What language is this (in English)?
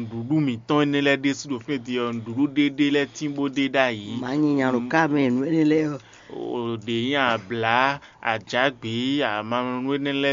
Fon